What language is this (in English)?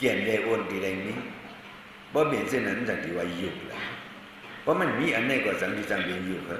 Shan